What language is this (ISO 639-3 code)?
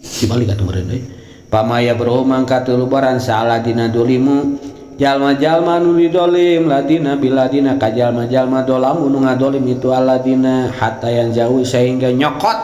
sun